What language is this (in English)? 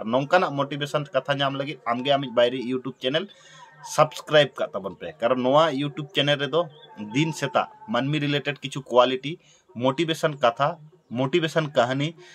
Santali